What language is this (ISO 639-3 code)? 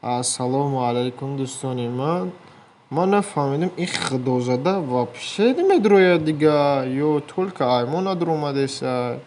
tgk